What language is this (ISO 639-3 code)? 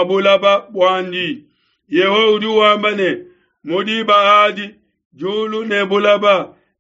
lua